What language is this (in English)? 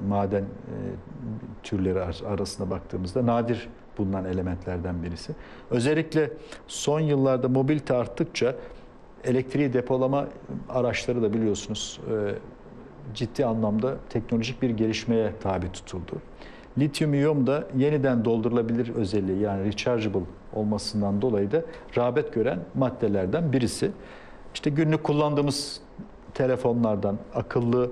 Turkish